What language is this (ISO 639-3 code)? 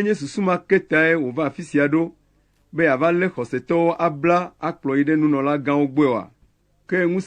ewe